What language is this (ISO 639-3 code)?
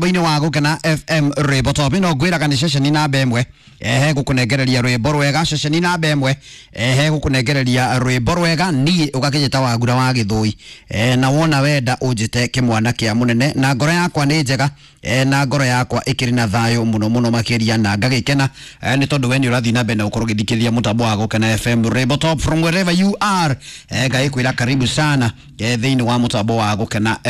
kik